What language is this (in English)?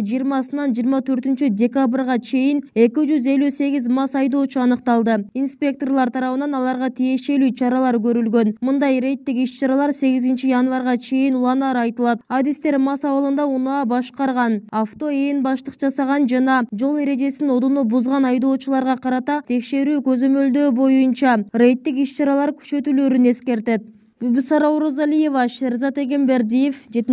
Kyrgyz